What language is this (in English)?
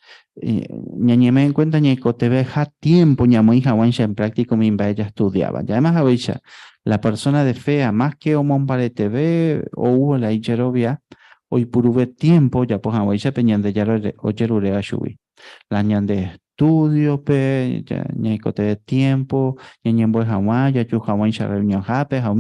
Guarani